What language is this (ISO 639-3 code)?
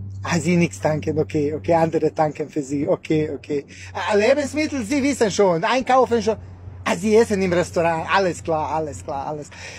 deu